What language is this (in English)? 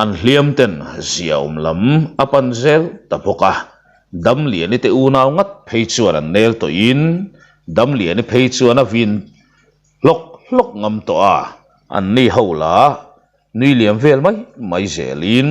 Mizo